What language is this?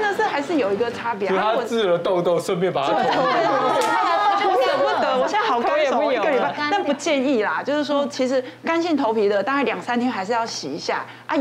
Chinese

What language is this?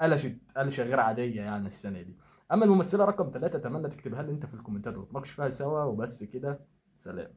Egyptian Arabic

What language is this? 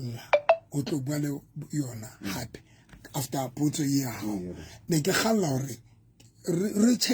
Southern Sotho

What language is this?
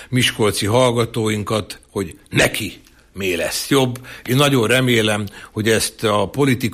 Hungarian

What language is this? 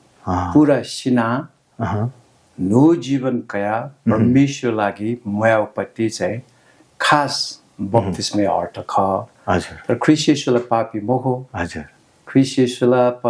Newari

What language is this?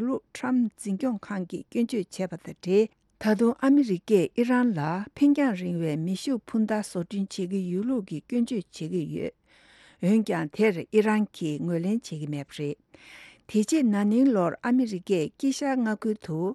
Tibetan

